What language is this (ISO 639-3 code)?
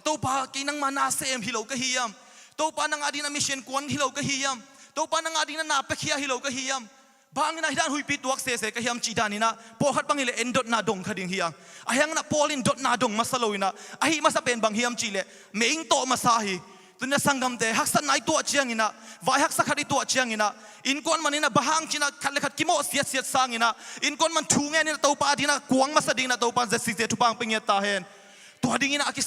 ctd